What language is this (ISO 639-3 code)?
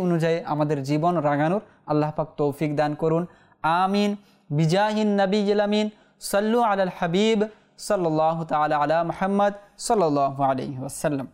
ben